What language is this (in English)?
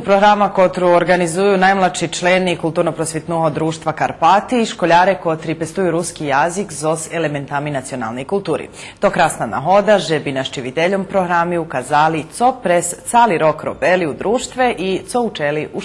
Rusyn